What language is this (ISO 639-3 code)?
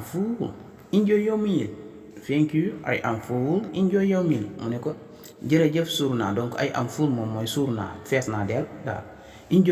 wol